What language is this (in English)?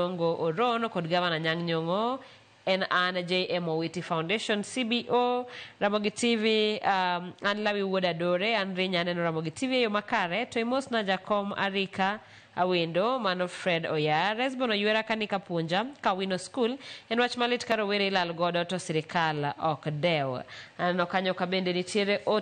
Luo (Kenya and Tanzania)